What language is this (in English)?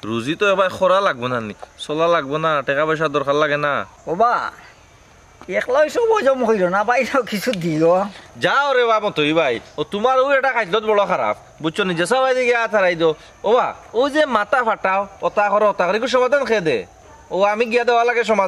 Sylheti